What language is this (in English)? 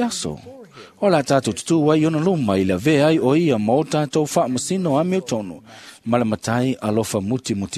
Samoan